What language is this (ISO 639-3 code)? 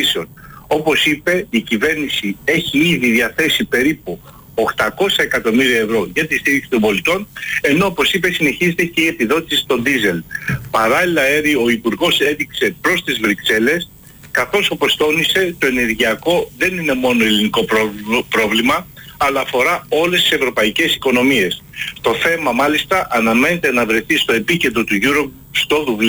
ell